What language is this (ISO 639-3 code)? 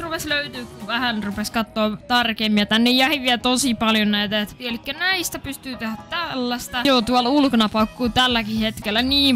fin